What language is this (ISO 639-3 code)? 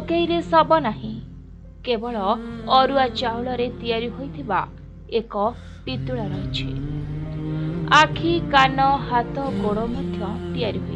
ori